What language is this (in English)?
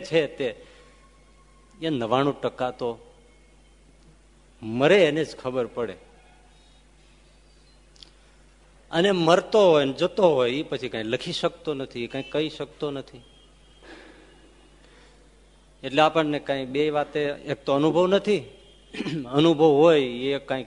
Gujarati